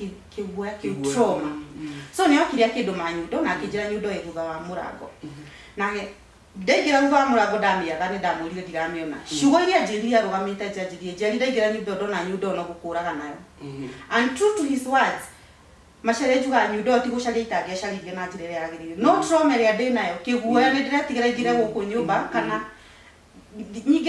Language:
Kikuyu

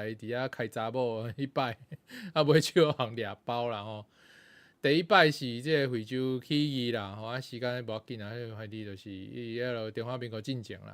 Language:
Min Nan Chinese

